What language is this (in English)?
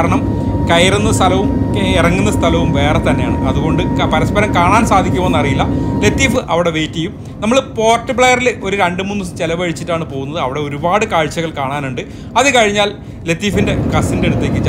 Malayalam